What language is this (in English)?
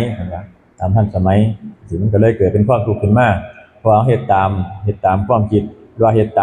Northeastern Thai